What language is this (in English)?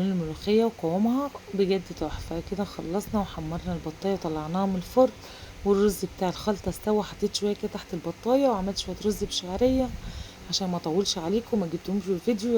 Egyptian Arabic